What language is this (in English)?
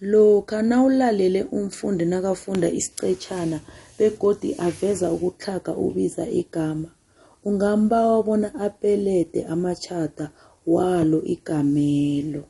South Ndebele